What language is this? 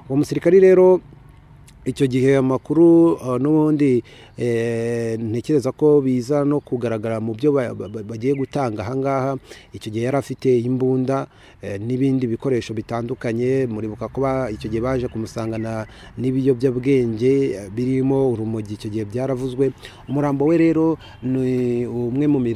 Kinyarwanda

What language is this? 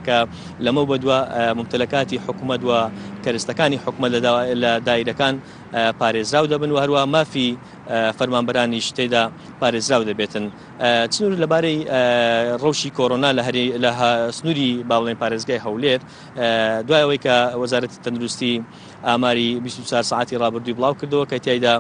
Central Kurdish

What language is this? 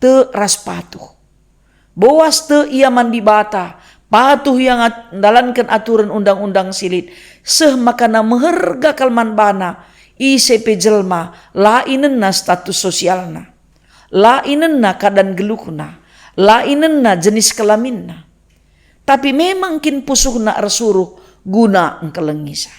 Batak Karo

